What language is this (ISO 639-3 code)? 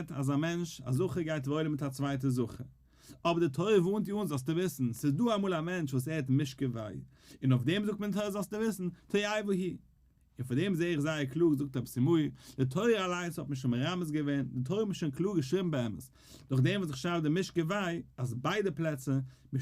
yid